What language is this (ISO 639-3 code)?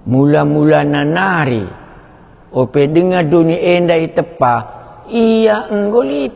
btx